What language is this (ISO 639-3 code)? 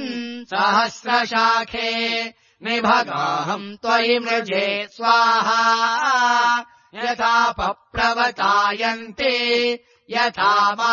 san